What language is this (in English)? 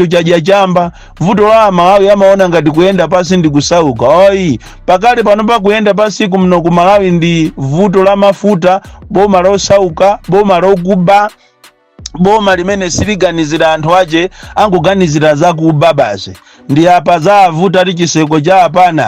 Nyanja